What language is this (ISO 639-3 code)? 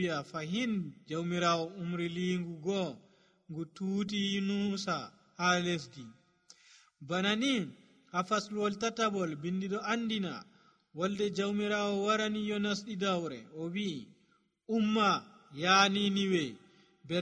fuv